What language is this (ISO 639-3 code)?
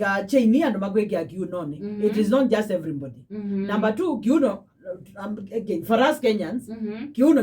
kam